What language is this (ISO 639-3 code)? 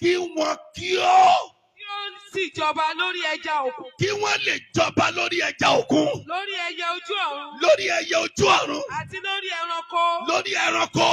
yor